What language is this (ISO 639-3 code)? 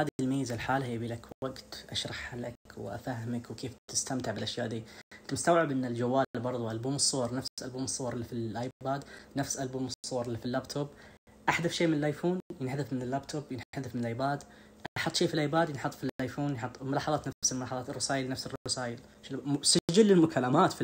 ars